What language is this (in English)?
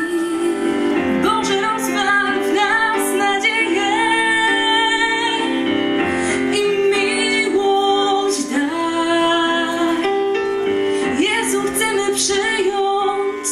Polish